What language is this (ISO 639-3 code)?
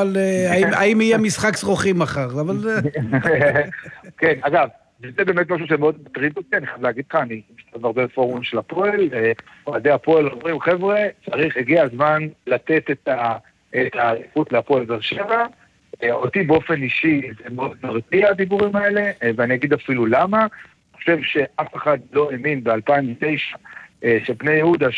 heb